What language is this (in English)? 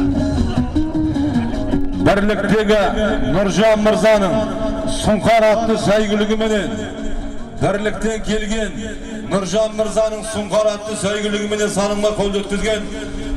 Kazakh